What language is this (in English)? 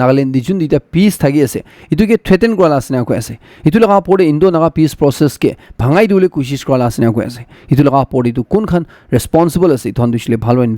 Naga Pidgin